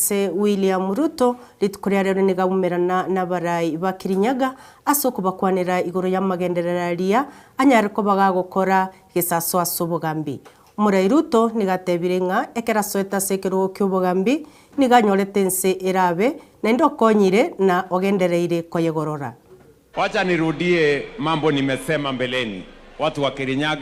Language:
Gusii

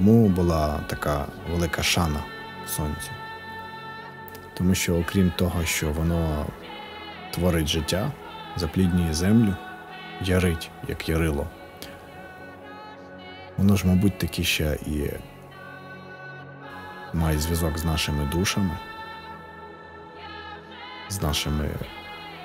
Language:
Ukrainian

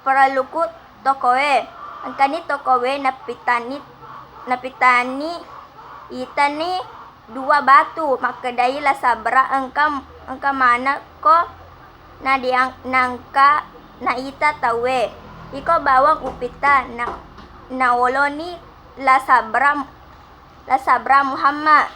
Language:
Buginese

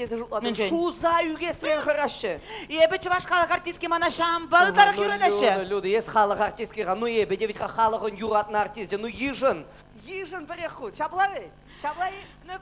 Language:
Chuvash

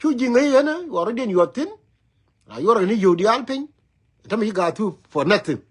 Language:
Nuer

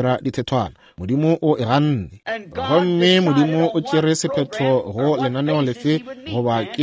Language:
Northern Sotho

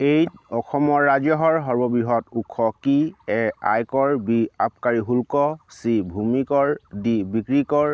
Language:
Assamese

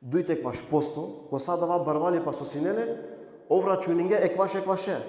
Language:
Balkan Romani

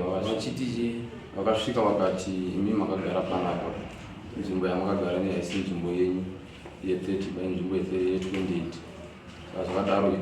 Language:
Shona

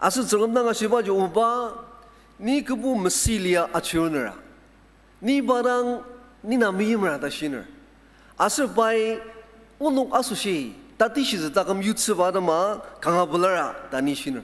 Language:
Ao Naga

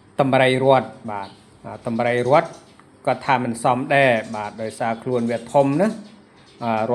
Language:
Khmer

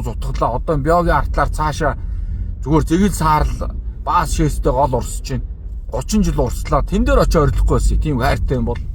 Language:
Mongolian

